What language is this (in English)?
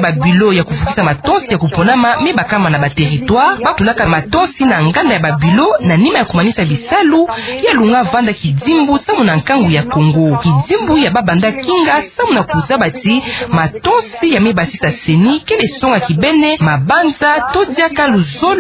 Kituba (Democratic Republic of Congo)